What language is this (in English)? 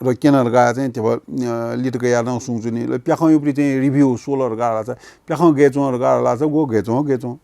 Newari